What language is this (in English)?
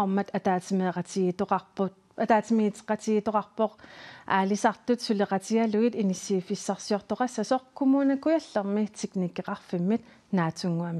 Kalaallisut